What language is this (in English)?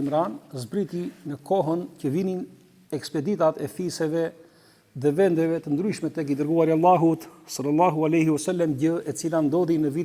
Albanian